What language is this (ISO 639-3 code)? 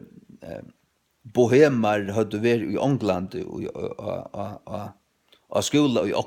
fao